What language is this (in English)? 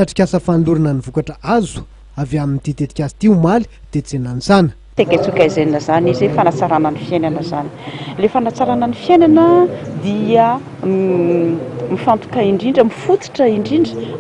Malagasy